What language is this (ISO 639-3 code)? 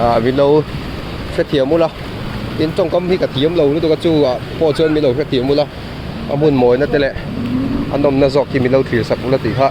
lus